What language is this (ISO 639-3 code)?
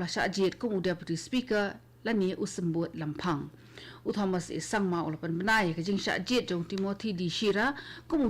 kha